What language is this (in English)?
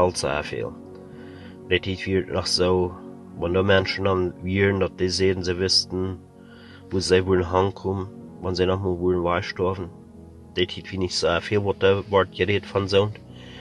Plautdietsch